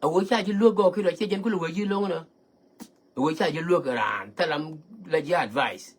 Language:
Nuer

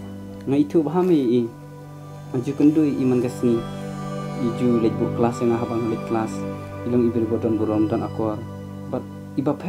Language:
Khasi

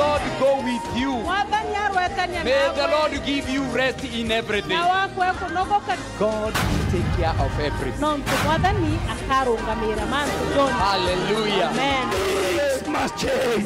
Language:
Meru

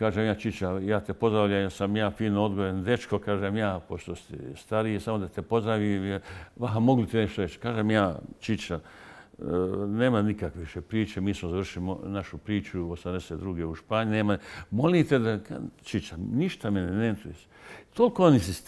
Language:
Bosnian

